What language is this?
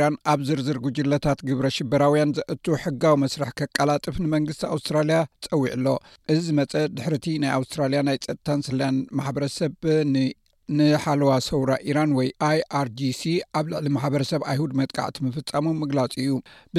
Tigrinya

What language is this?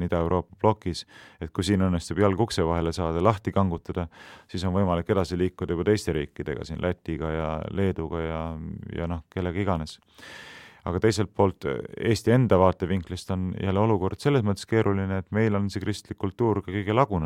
Estonian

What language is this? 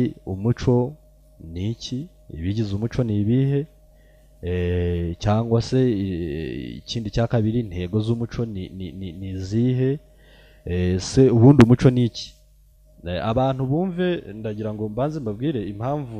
Kinyarwanda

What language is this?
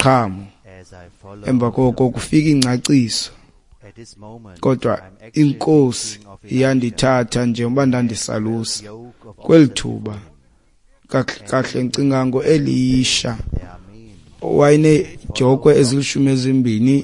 Xhosa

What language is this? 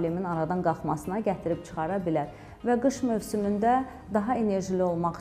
Azerbaijani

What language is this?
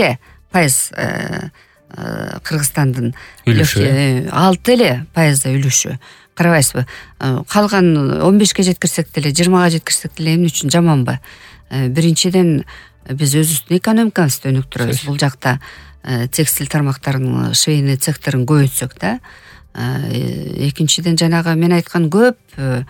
Kyrgyz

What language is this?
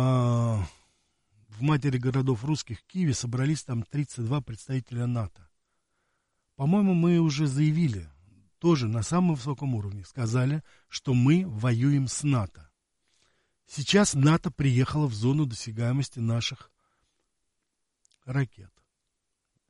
Russian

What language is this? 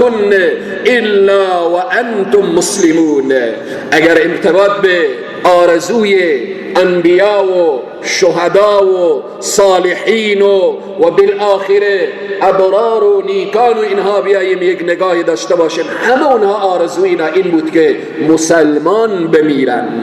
Persian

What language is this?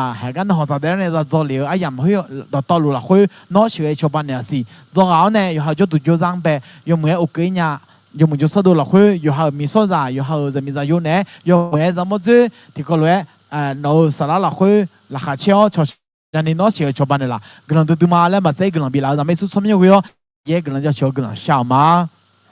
Akha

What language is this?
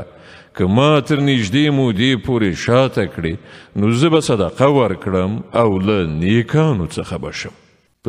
Pashto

